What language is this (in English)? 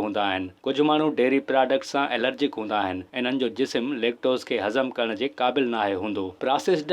Sindhi